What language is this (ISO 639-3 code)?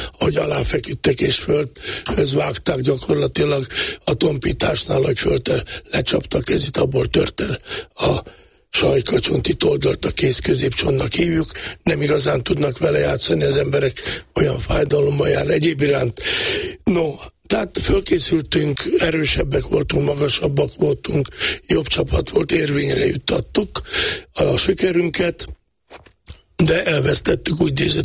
hun